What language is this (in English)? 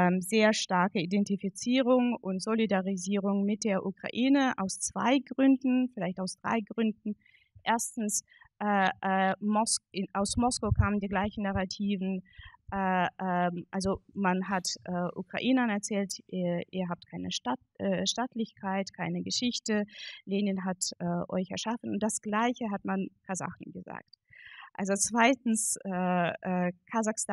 German